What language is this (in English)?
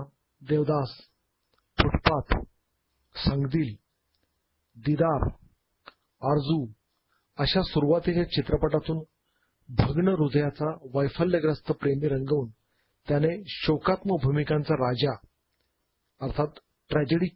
Marathi